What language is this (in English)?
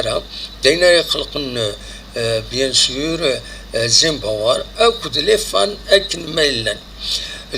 Kabyle